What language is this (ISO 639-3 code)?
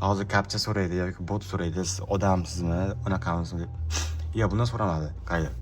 uzb